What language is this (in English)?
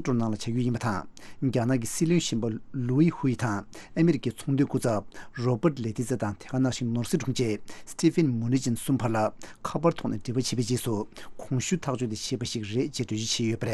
Tibetan